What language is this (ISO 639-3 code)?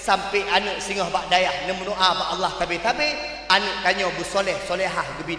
ace